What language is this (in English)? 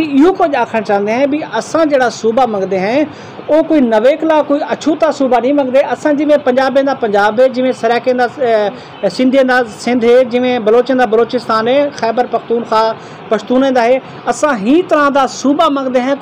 Saraiki